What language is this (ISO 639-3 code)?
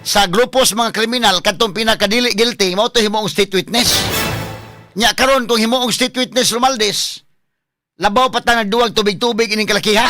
ceb